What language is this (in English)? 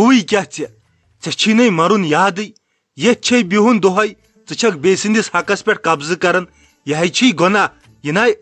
Kashmiri